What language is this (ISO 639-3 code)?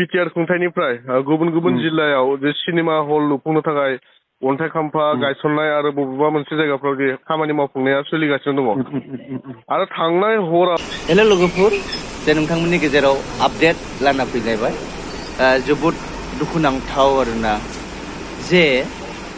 brx